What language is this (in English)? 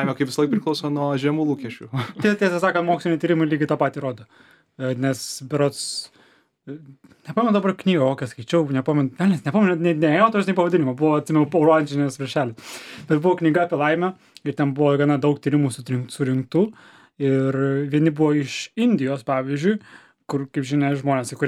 Lithuanian